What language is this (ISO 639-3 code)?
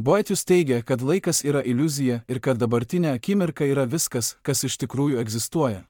lit